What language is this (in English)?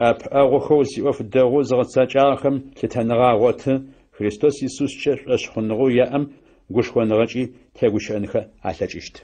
Adyghe